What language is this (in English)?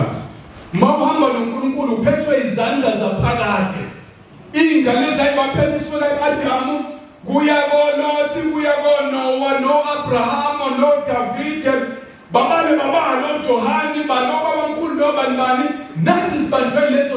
Zulu